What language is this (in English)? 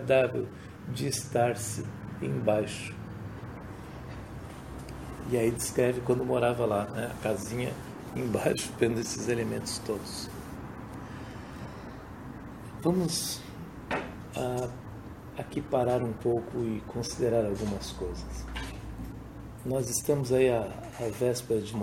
Portuguese